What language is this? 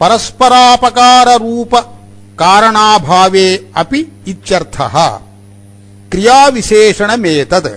Sanskrit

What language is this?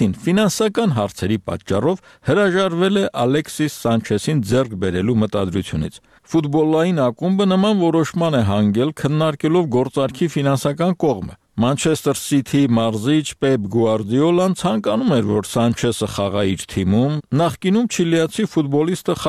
Armenian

